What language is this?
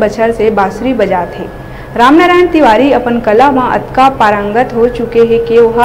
Chhattisgarhi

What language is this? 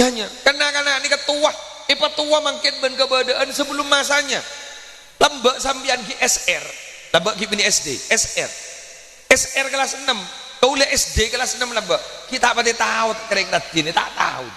Madurese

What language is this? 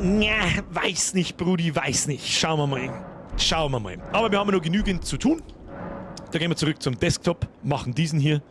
Bavarian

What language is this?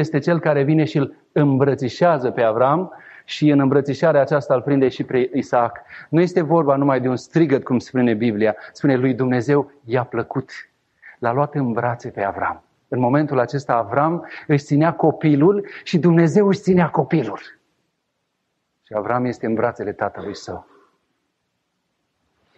Romanian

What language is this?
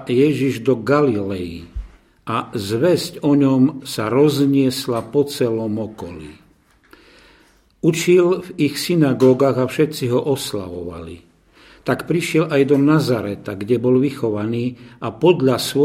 Slovak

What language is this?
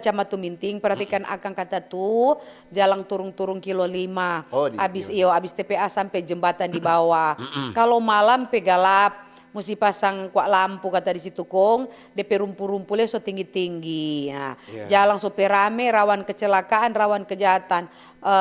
Manado Malay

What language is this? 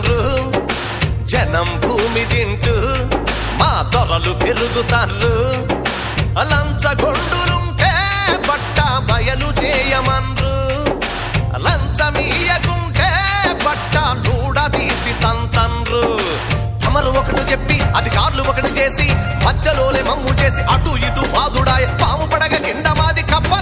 Telugu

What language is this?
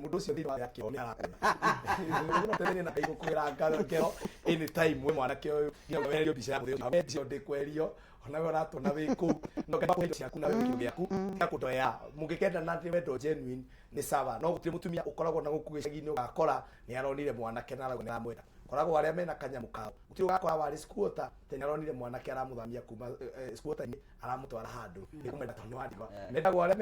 Kikuyu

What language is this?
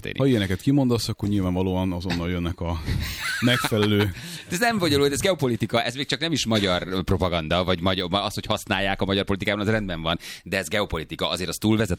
Hungarian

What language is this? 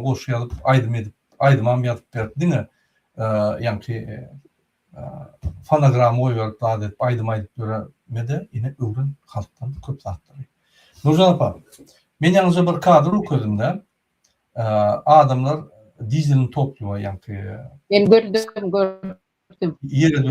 Turkmen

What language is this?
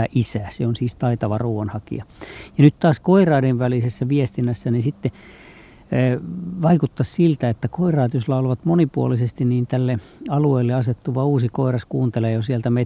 Finnish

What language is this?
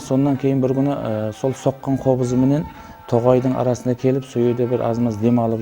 Kara-Kalpak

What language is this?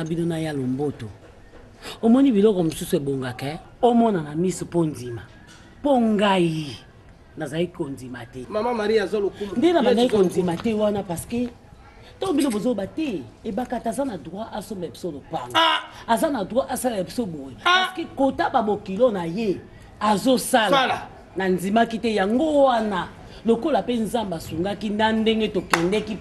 Lingala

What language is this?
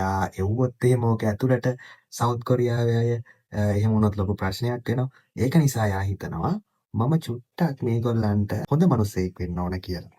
Sinhala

